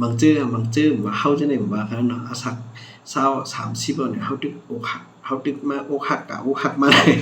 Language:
Shan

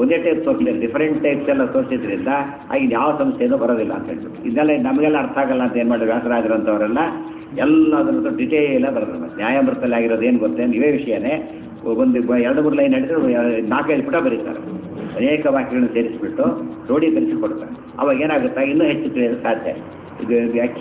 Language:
Kannada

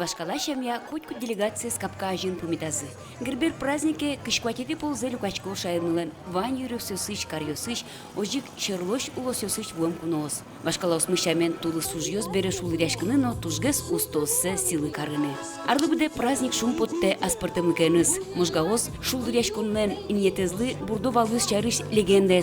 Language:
Udmurt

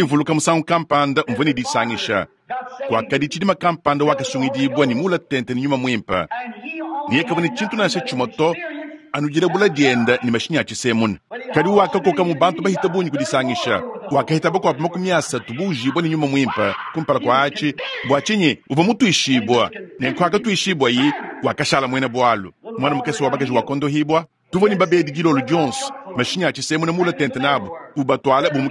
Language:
Luba-Lulua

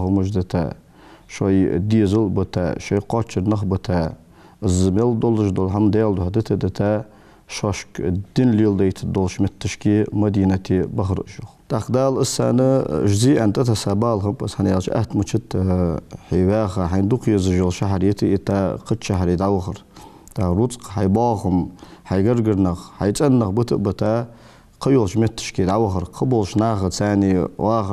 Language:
Ingush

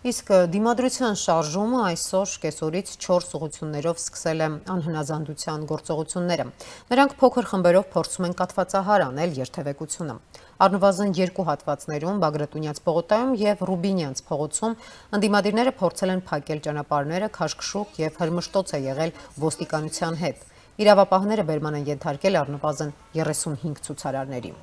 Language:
Armenian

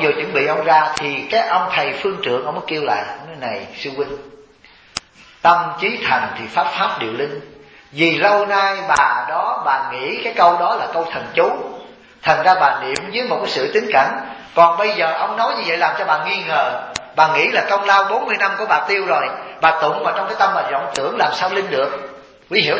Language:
Vietnamese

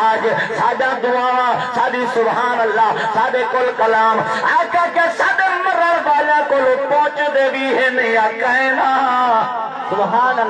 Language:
Saraiki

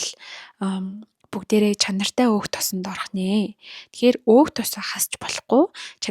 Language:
Mongolian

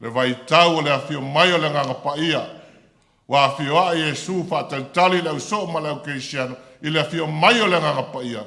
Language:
Samoan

